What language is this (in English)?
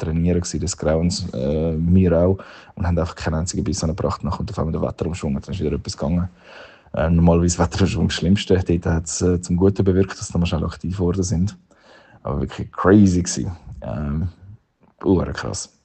Swiss German